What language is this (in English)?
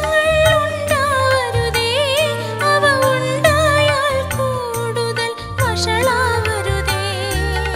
Malayalam